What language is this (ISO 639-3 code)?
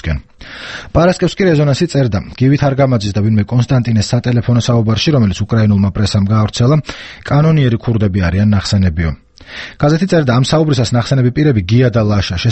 kat